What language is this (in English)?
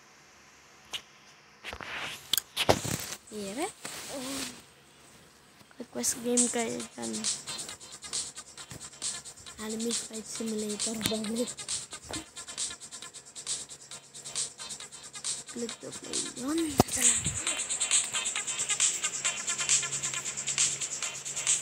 Filipino